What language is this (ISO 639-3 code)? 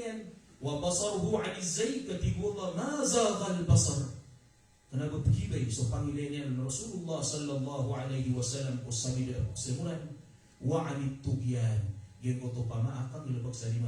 mrw